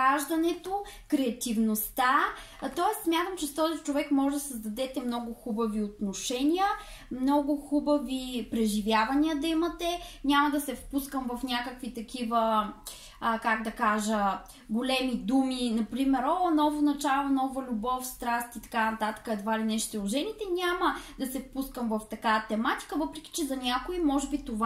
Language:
Bulgarian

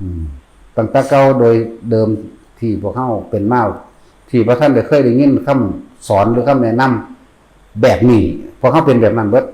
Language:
Northeastern Thai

